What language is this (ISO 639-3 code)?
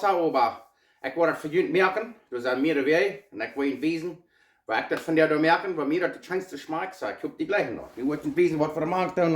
pdt